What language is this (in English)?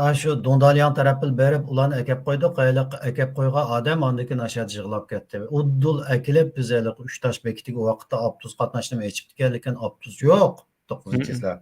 Uyghur